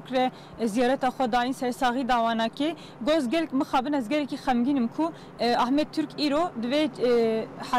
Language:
Kurdish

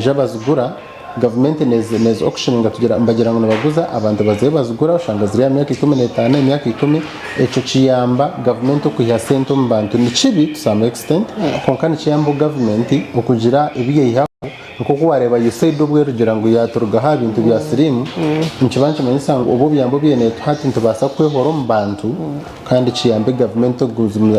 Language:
Nyankole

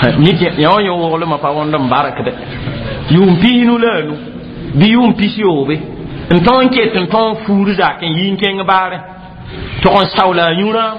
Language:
Mossi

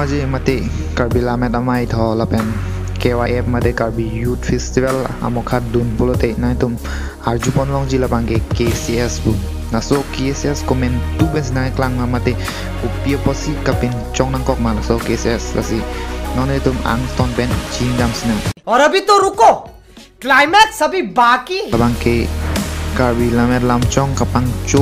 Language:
Karbi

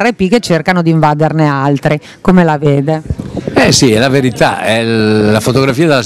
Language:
Italian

